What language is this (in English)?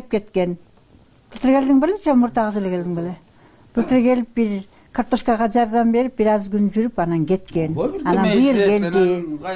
Kyrgyz